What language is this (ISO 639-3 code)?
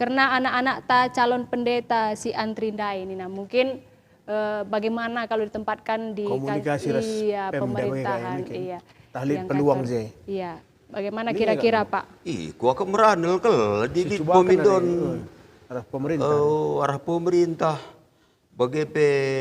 btx